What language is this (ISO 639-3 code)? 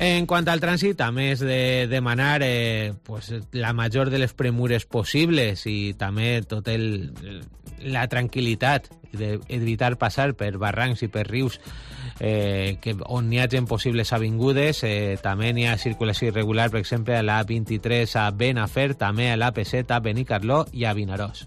cat